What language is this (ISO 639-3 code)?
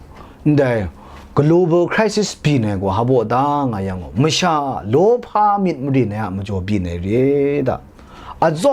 kac